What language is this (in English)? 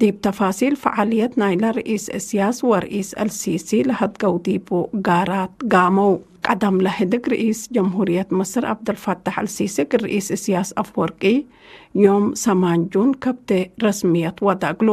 Tigre